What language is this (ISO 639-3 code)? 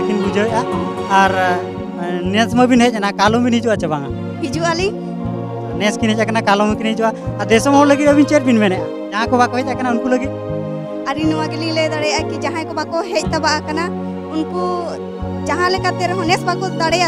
sat